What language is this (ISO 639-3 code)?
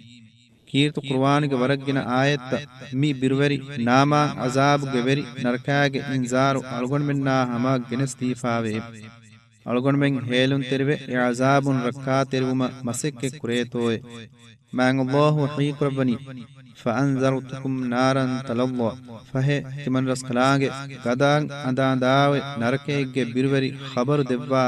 div